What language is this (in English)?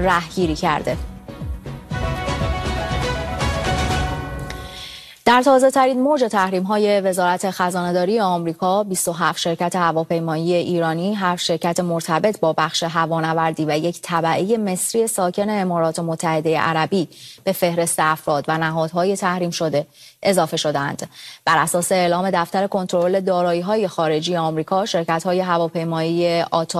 Persian